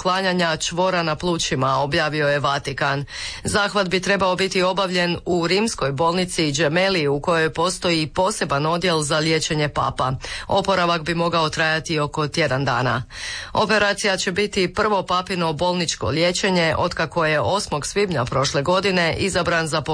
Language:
Croatian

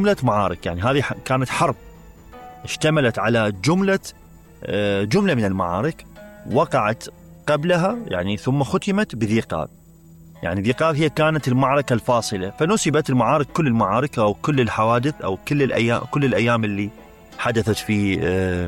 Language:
Mesopotamian Arabic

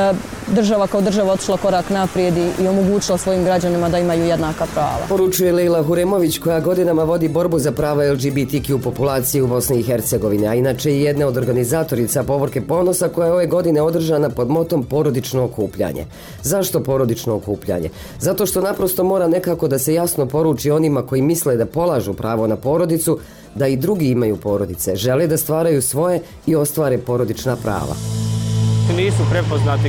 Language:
Bosnian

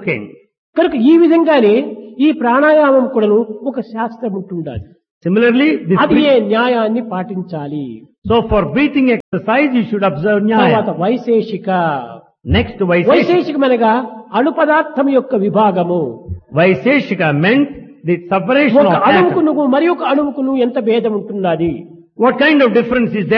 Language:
Telugu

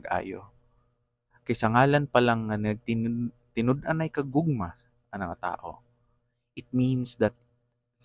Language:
Cebuano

